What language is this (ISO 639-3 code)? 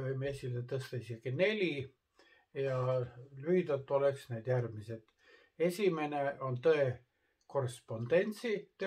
est